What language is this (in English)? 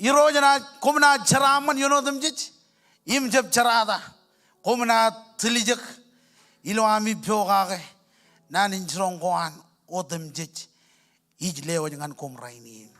Marshallese